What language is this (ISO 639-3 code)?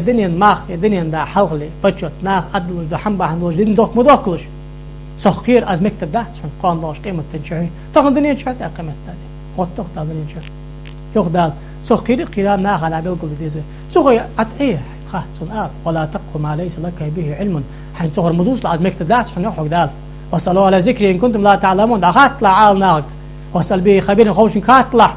inh